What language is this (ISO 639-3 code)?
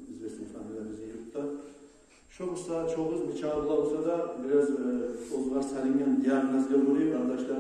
kum